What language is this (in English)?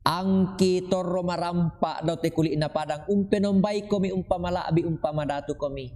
Toraja-Sa'dan